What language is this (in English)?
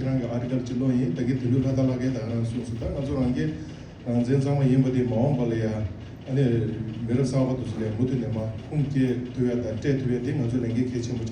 Tibetan